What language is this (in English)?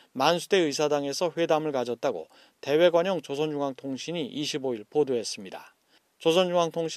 Korean